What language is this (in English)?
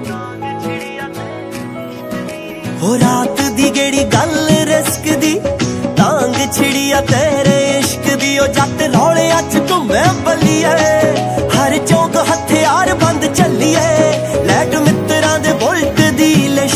Punjabi